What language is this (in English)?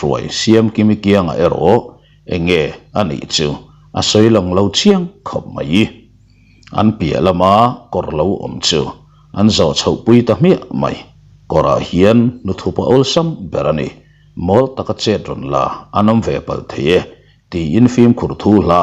Mizo